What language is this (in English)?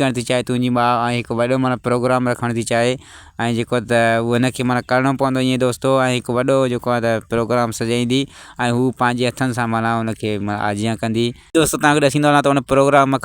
Sindhi